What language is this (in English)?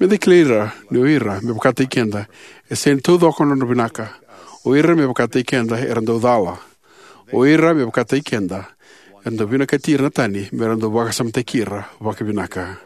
Fijian